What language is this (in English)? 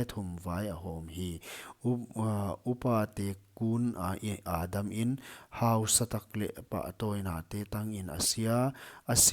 Paite Chin